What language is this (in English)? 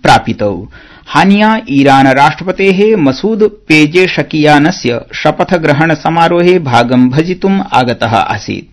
Sanskrit